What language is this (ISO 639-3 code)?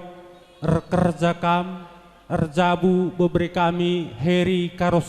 btx